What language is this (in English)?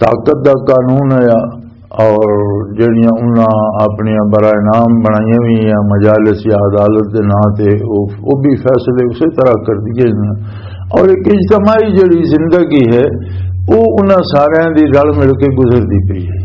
Western Panjabi